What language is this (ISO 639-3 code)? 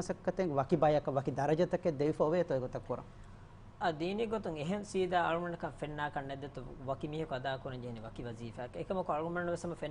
div